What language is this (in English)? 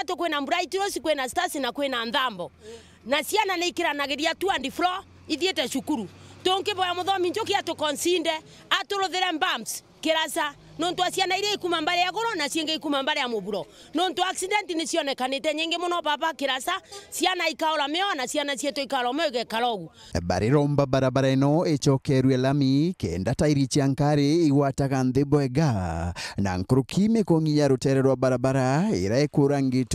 Meru